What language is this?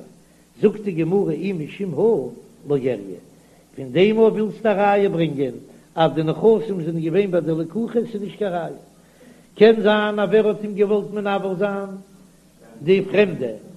Yiddish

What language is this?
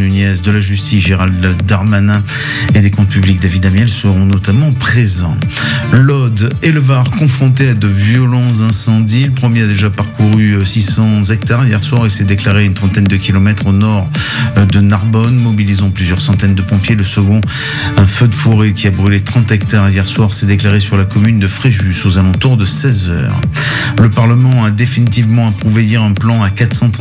French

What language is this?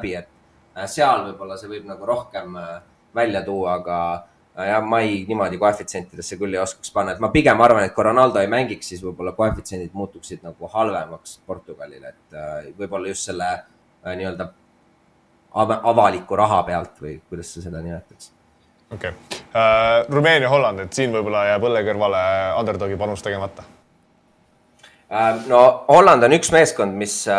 Estonian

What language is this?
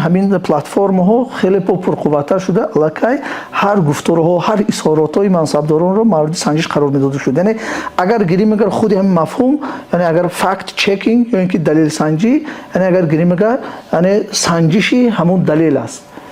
Tajik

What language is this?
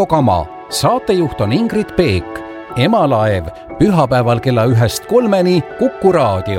Estonian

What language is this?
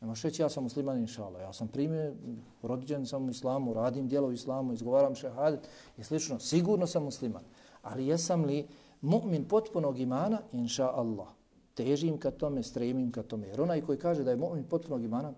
Bosnian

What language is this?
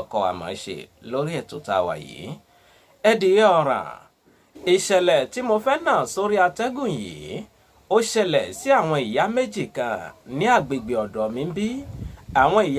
Yoruba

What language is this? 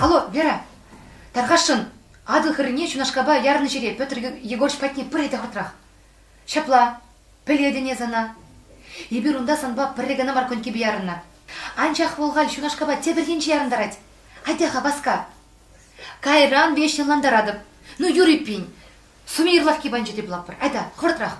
Chuvash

